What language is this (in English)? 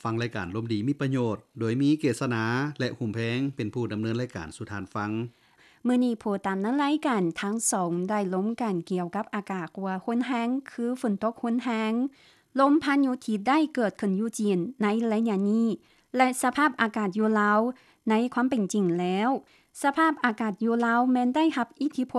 Lao